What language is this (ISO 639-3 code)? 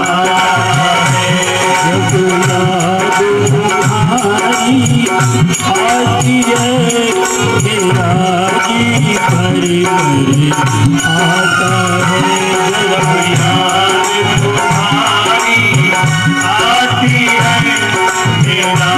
hin